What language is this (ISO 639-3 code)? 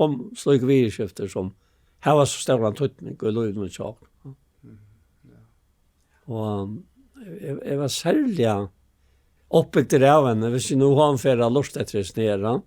fao